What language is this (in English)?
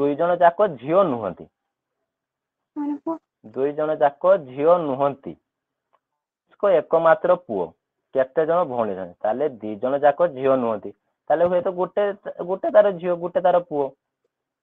Odia